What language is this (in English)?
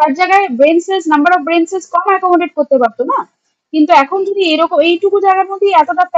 Bangla